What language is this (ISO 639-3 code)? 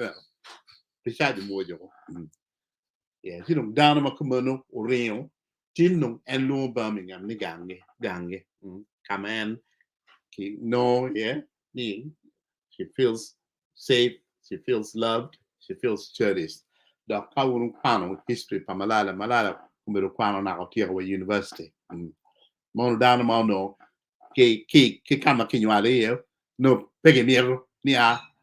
ach